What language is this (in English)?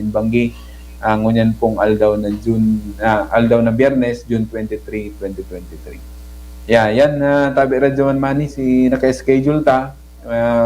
Bikol